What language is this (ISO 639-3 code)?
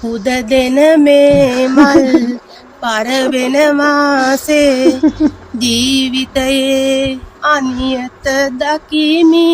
sin